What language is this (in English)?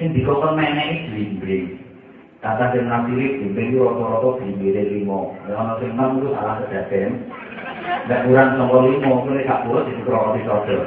Javanese